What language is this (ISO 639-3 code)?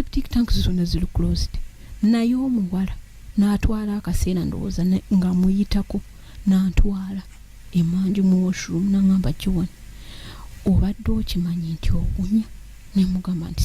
lug